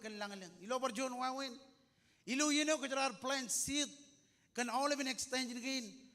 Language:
Marshallese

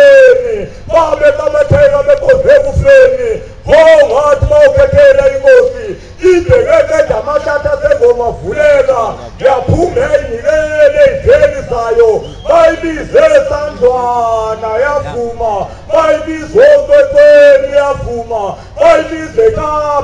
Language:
Zulu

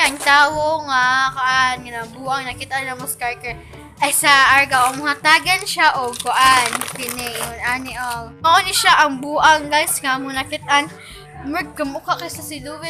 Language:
Cebuano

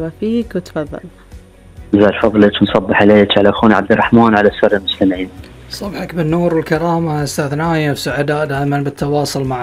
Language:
Gulf Arabic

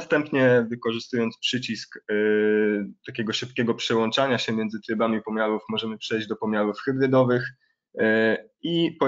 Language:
Polish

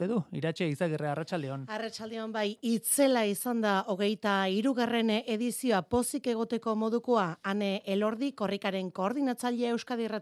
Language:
Basque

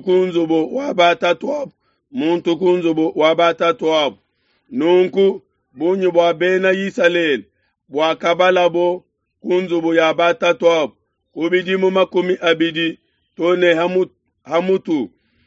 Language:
Luba-Lulua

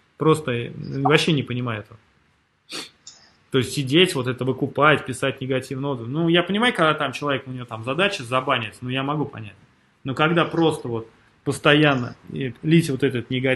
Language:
Russian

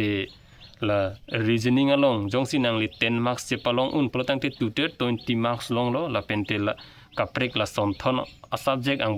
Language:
Karbi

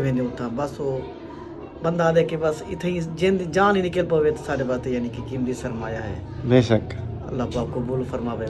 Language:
Saraiki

